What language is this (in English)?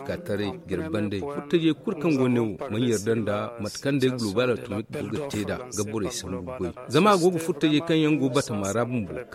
Zarma